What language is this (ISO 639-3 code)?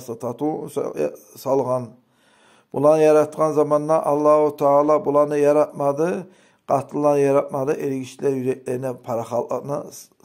kum